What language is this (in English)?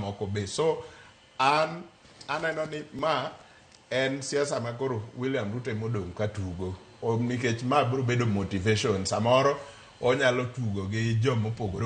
Luo (Kenya and Tanzania)